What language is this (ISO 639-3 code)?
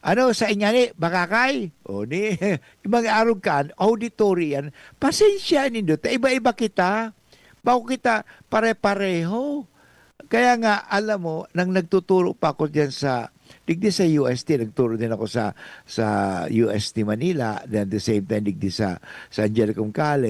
bik